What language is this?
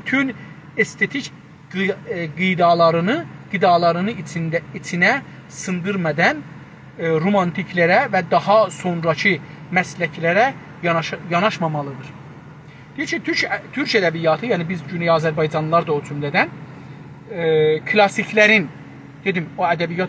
South Azerbaijani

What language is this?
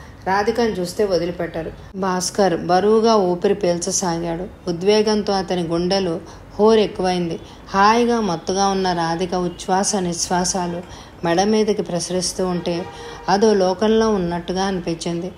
Telugu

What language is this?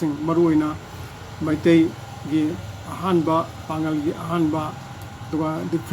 Manipuri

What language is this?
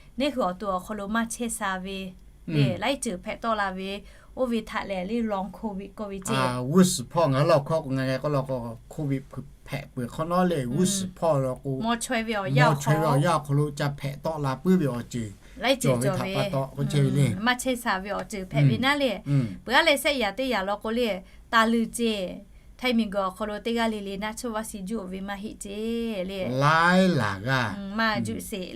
Lahu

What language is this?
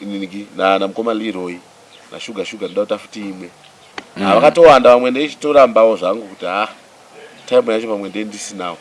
Shona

